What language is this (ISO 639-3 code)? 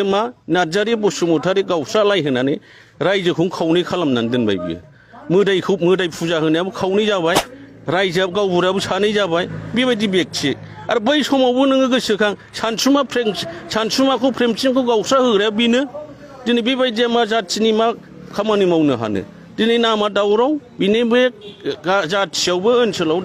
brx